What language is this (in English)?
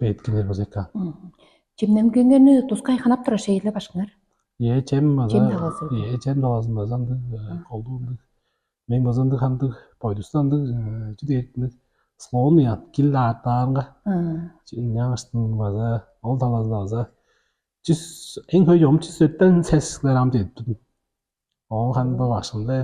Tuvinian